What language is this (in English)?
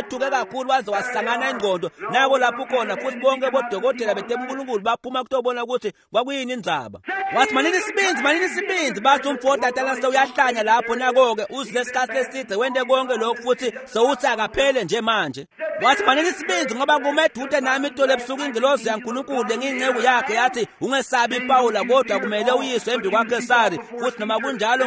Swati